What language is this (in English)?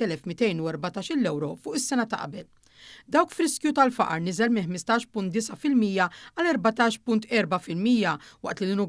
Maltese